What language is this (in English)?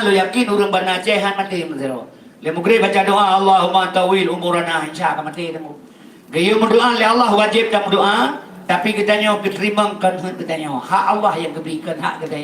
Achinese